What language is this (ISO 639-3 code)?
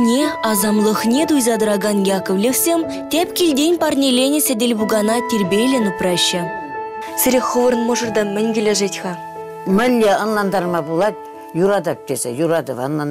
chv